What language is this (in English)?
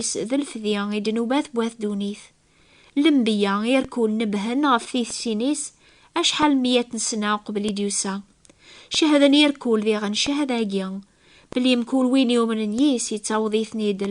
Kabyle